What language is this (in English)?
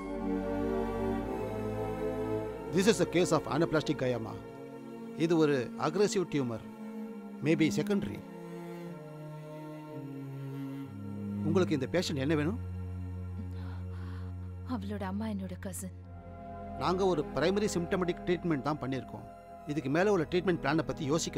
Tamil